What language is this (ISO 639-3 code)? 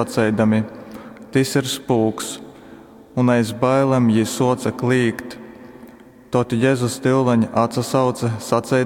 ltg